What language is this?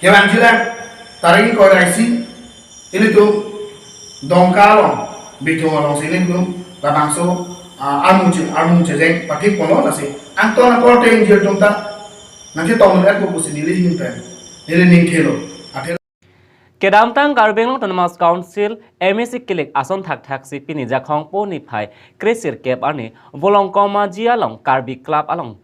Karbi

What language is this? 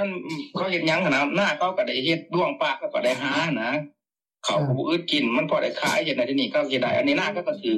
Lao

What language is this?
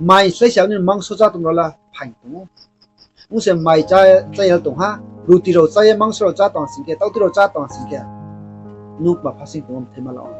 Riang (India)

